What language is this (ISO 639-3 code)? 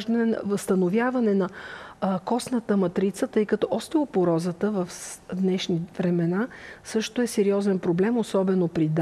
bul